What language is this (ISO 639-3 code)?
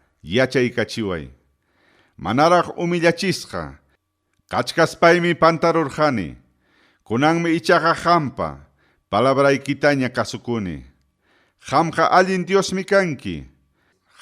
quy